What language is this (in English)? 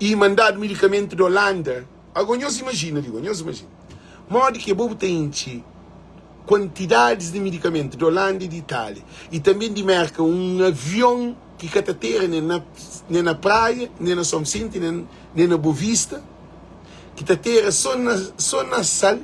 Kabuverdianu